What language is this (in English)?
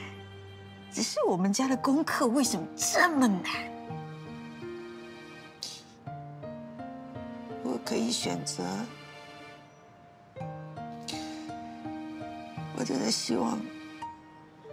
Chinese